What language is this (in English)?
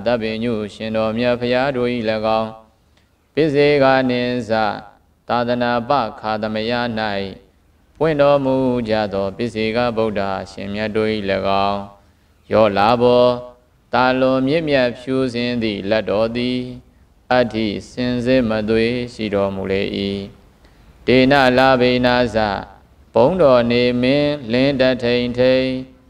Burmese